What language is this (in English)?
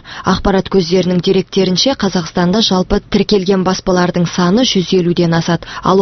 Kazakh